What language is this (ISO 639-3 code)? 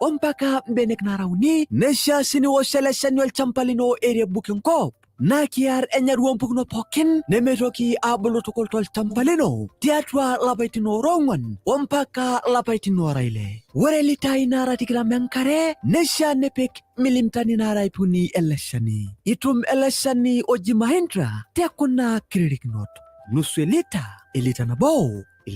mas